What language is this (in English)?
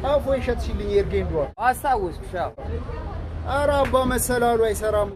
Amharic